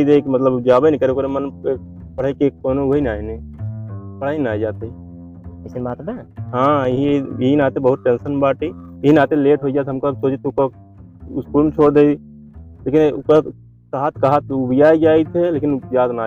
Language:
Awadhi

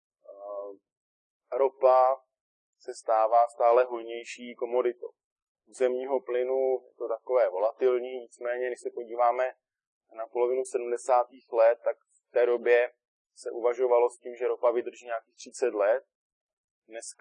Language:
Czech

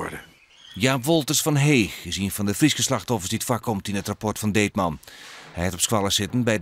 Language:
Western Frisian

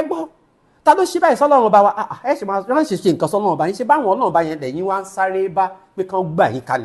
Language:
Yoruba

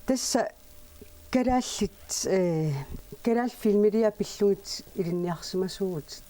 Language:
Kalaallisut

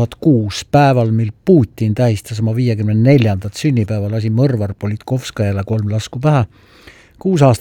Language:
Estonian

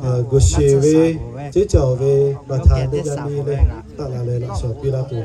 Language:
Lahu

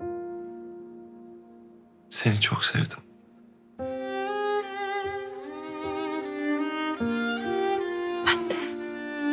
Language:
Turkish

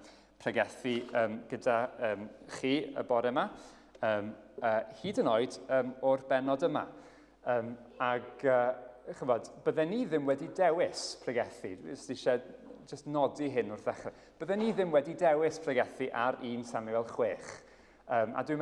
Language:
Welsh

